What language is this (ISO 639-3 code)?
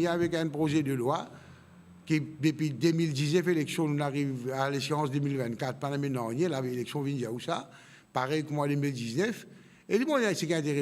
mfe